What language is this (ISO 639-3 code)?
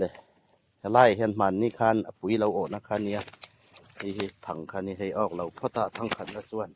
hmr